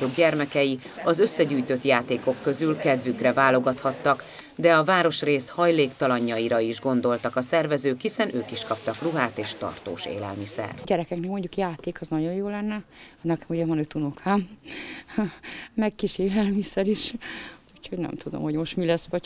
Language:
Hungarian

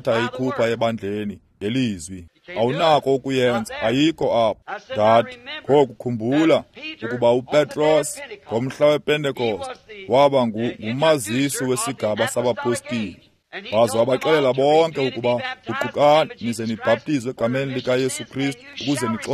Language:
Xhosa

